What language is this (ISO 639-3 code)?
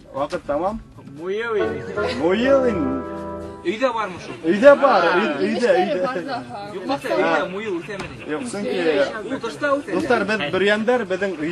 bak